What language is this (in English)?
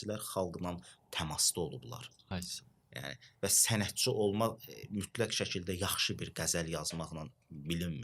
Azerbaijani